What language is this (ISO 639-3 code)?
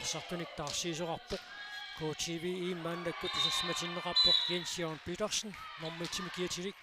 kal